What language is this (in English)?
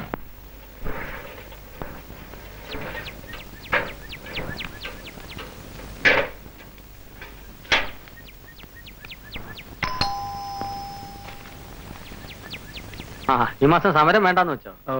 Malayalam